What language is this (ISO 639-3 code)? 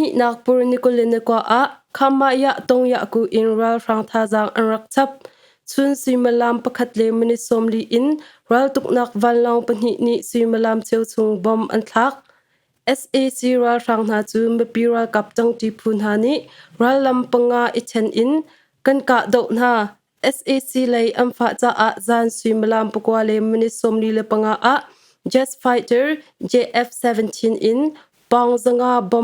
cnh